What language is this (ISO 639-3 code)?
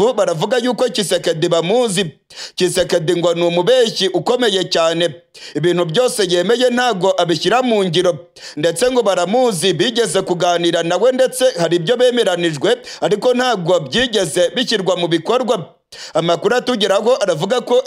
kin